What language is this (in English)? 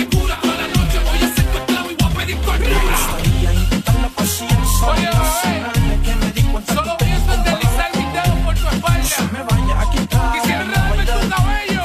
Spanish